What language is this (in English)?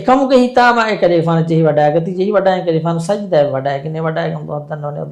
Divehi